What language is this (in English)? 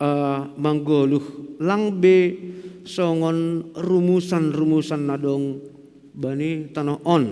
Batak Simalungun